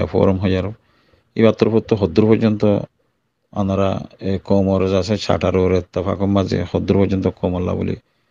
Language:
Rohingya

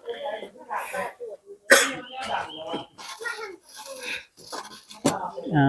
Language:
Northeastern Thai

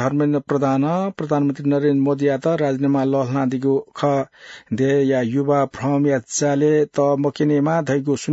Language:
Newari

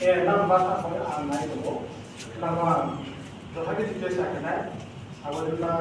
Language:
Riang (India)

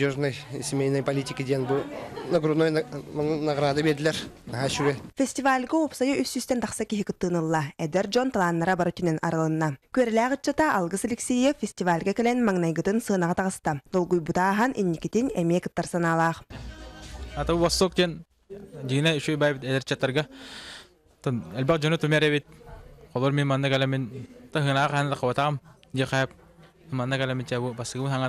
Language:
Yakut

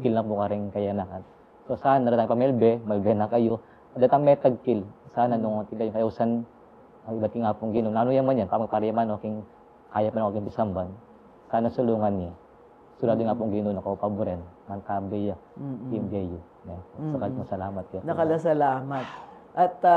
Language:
Pampanga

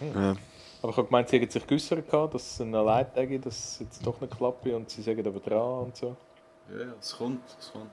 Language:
Swiss German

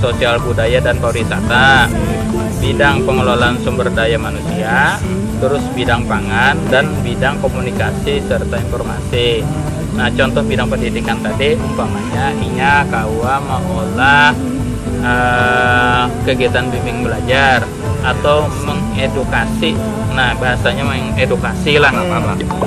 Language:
Banjar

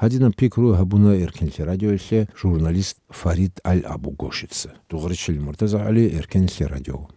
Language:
Avaric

